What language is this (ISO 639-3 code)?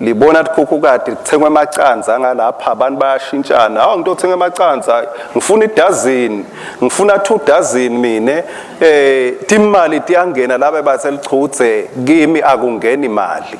ssw